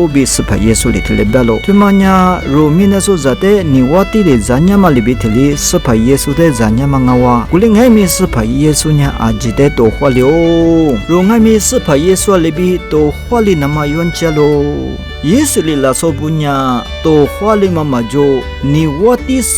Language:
Lisu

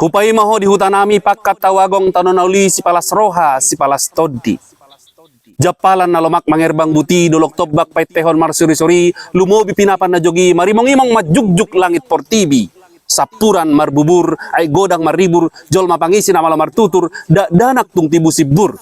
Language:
Batak Toba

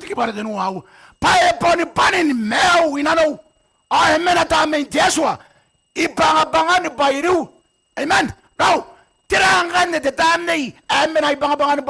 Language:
Gilbertese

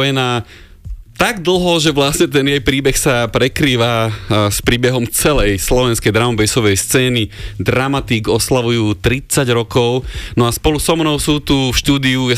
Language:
Slovak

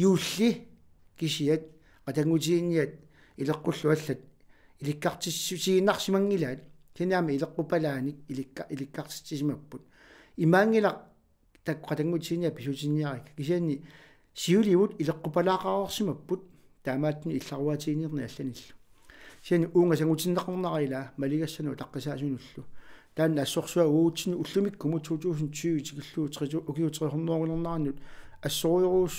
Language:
Kalaallisut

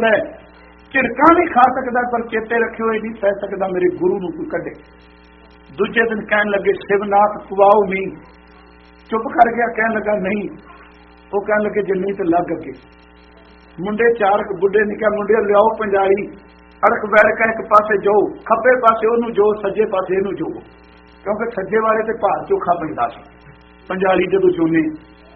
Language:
Punjabi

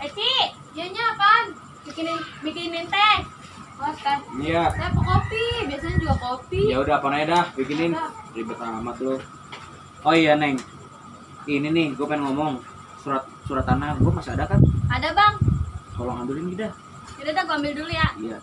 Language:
Betawi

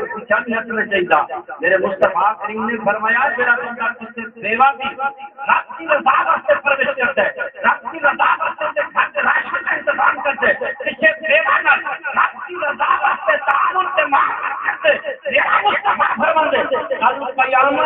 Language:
Saraiki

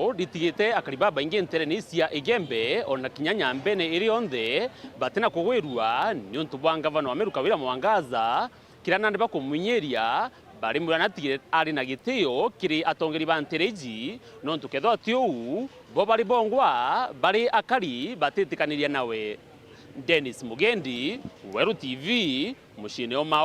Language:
Meru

